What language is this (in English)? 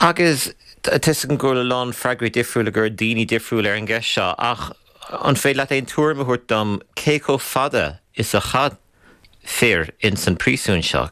Irish